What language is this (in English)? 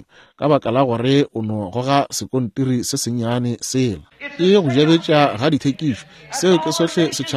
Northern Sotho